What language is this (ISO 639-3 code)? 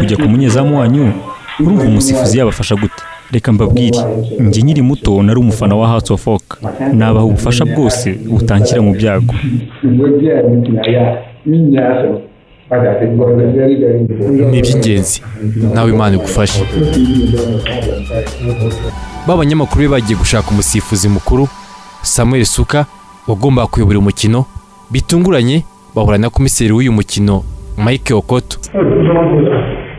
kin